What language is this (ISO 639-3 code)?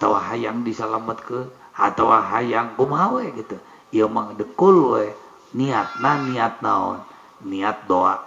sun